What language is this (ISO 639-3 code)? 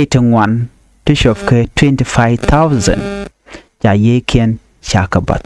nus